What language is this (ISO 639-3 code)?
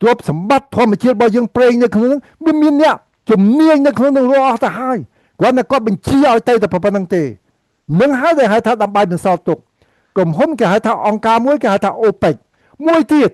khm